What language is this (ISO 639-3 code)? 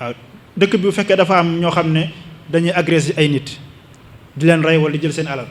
wol